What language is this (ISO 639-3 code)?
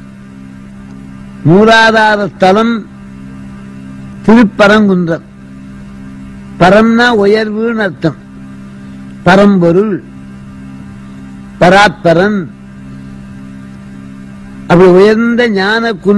tam